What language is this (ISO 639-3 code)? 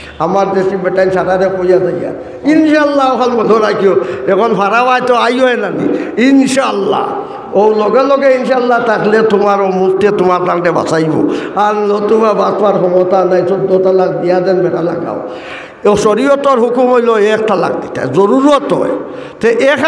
syl